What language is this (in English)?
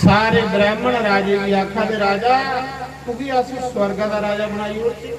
Dogri